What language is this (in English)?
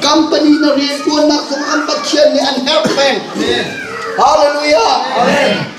Hakha Chin